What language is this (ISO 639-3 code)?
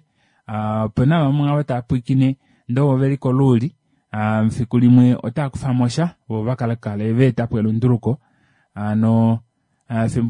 kua